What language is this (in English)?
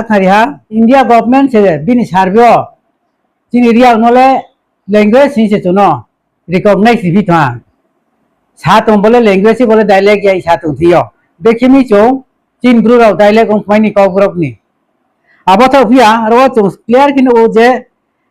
Riang (India)